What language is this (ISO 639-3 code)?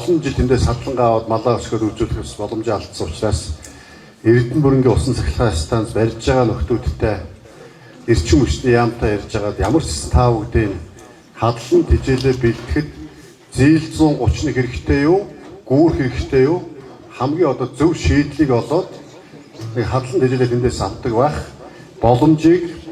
mon